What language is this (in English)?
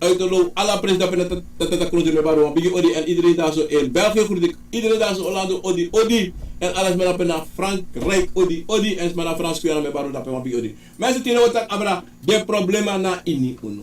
Sranan Tongo